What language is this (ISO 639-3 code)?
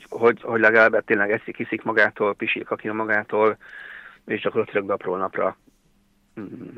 hun